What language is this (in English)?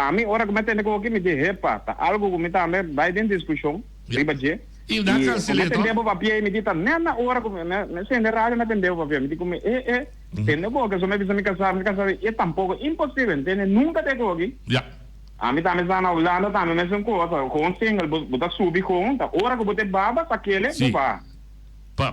Papiamento